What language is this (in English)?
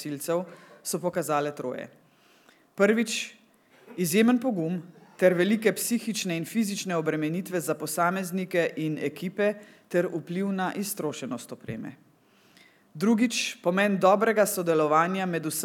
Slovenian